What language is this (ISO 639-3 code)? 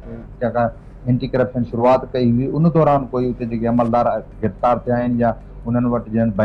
snd